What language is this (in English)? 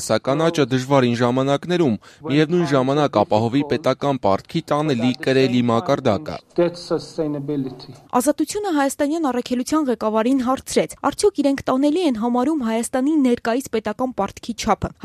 Armenian